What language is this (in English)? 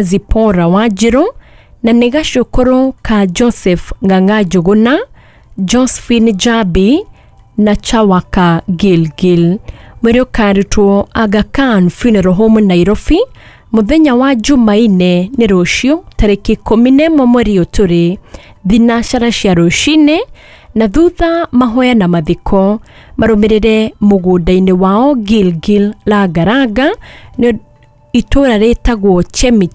Kikuyu